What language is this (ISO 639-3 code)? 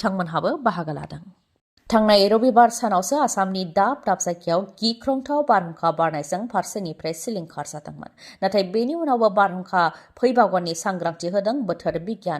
brx